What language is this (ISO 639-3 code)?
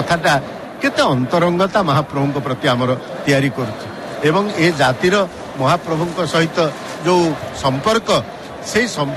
ori